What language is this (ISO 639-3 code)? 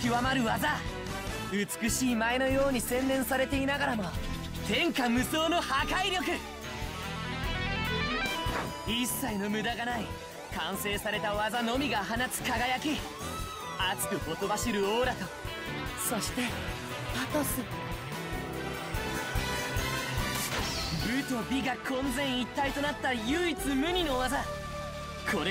jpn